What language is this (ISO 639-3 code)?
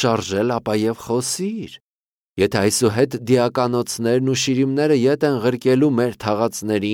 hye